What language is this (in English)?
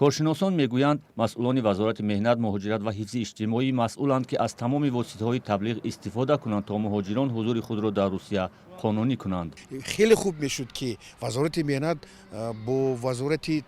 Tajik